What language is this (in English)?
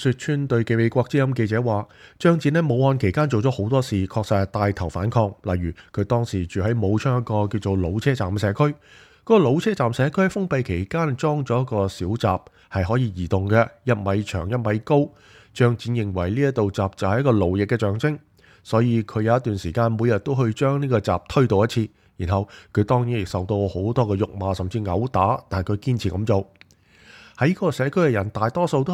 Cantonese